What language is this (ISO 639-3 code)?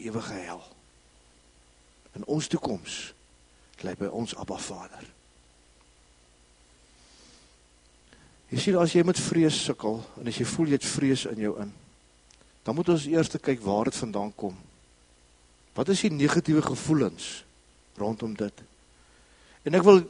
afr